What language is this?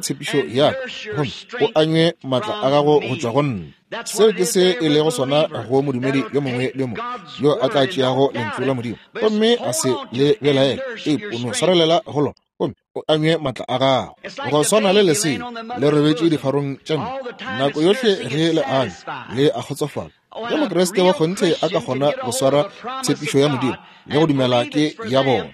Northern Sotho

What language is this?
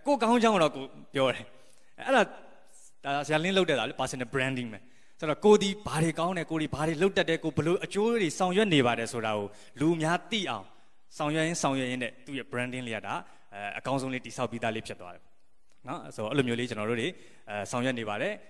Burmese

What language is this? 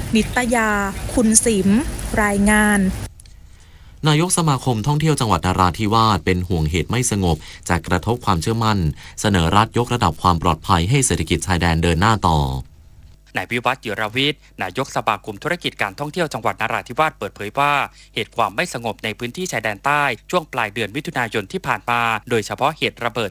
Thai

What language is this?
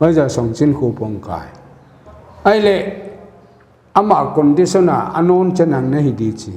Paite Chin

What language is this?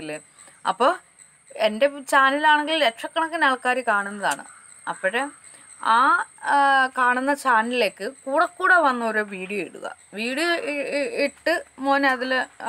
Malayalam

